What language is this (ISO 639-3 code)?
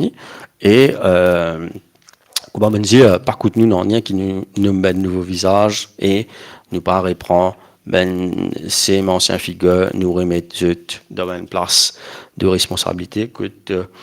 mfe